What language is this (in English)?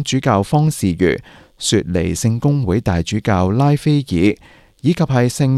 Cantonese